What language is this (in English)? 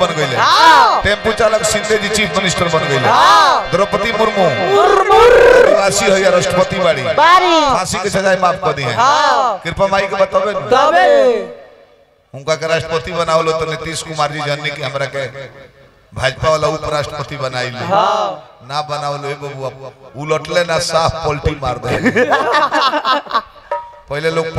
Bhojpuri